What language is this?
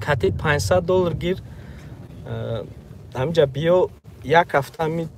Tajik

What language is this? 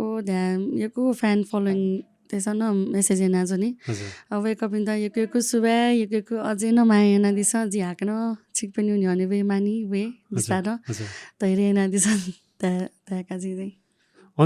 Newari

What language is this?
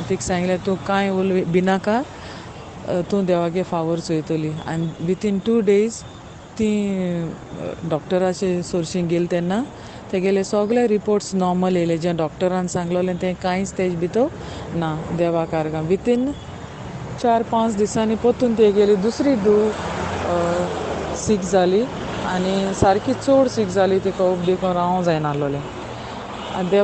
Konkani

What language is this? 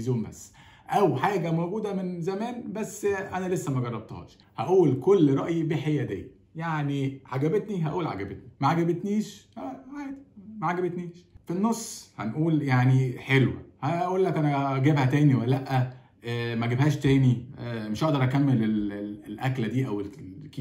Egyptian Arabic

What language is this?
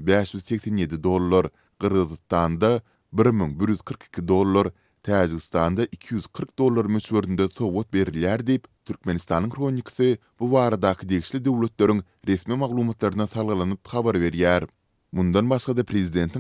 Turkmen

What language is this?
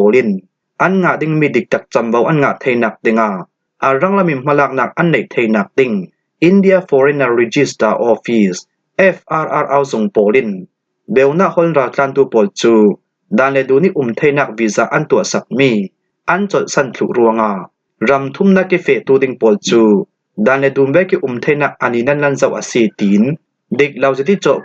Falam Chin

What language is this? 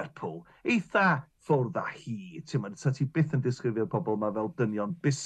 Welsh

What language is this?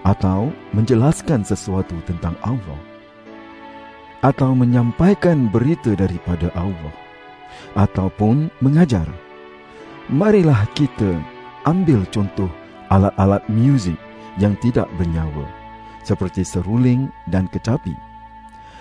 Malay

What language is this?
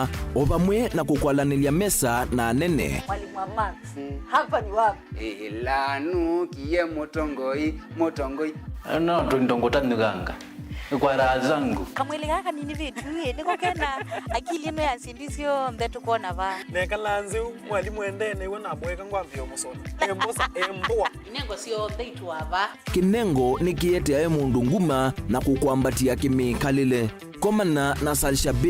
Kamba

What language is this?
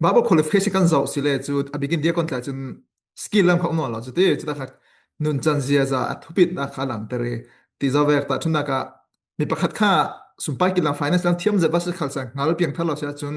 Falam Chin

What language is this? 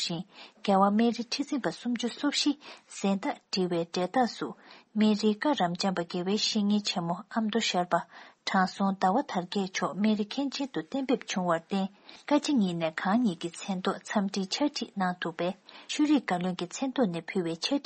Tibetan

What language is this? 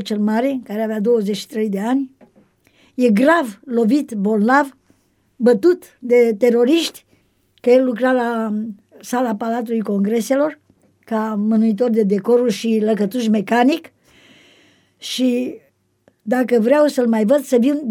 Romanian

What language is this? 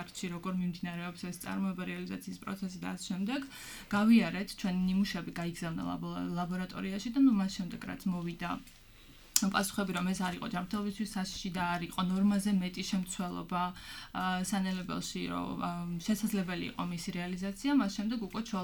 Georgian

